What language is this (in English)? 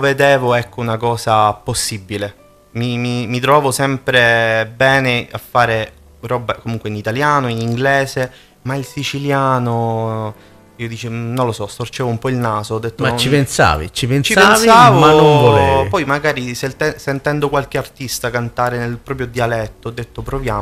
Italian